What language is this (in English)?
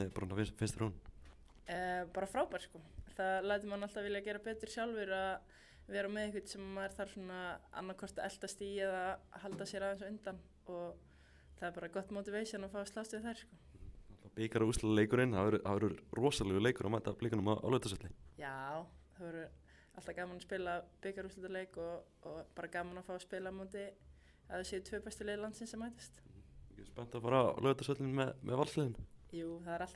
Icelandic